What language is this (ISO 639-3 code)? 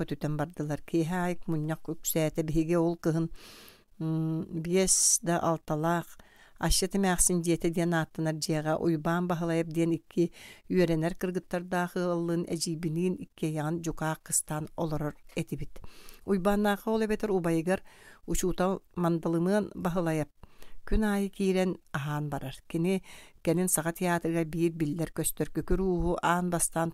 sah